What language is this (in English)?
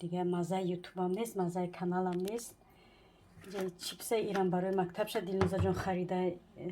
Tajik